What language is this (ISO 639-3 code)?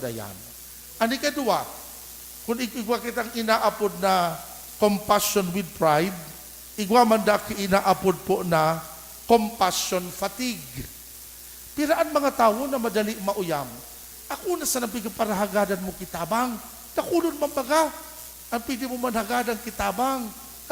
bik